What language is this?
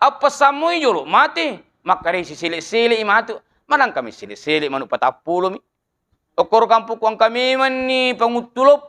Buginese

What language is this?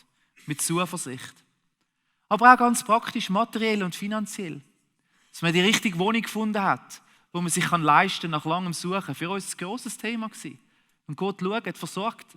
Swiss German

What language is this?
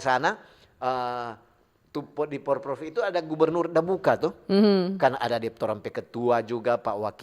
Manado Malay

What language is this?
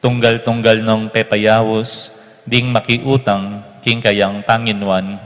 Pampanga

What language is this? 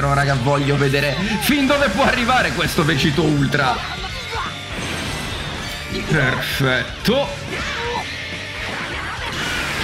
Italian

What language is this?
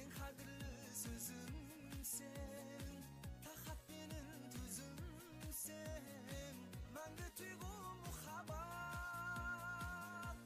Kara-Kalpak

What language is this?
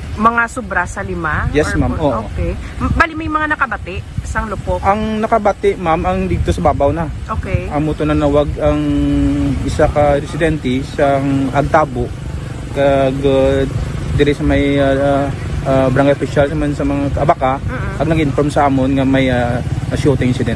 Hiligaynon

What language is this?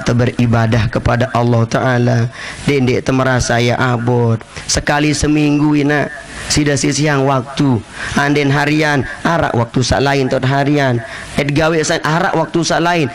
Sasak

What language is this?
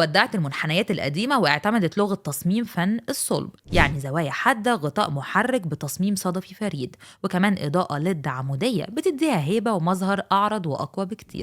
Egyptian Arabic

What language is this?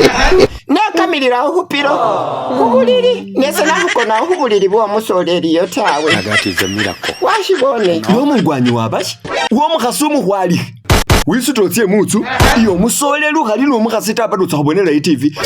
Masaaba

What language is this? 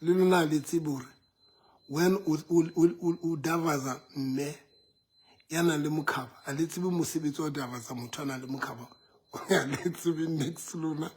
Southern Sotho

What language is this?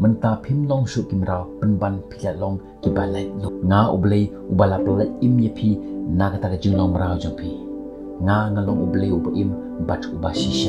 Khasi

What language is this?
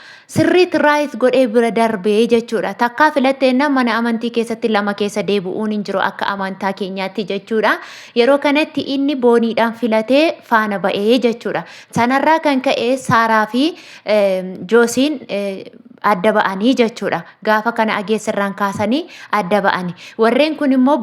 Oromo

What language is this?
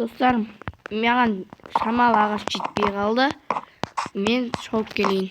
Kazakh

